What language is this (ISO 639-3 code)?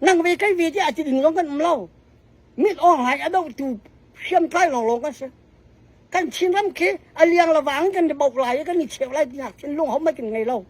cfm